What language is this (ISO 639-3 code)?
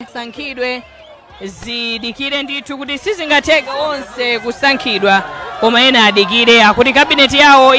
nya